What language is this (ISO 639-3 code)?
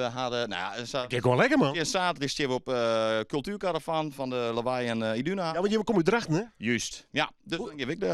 fry